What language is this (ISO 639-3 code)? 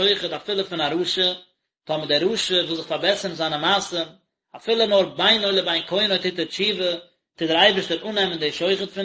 yid